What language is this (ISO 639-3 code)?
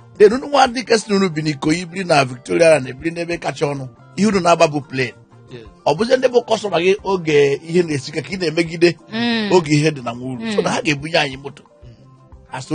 ibo